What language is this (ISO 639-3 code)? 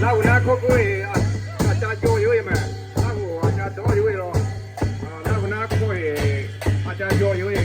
lhu